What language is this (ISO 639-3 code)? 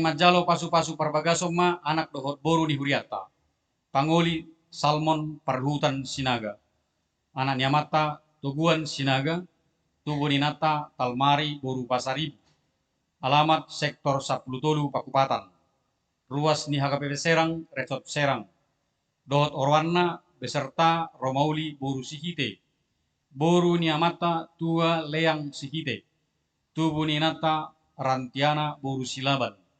bbc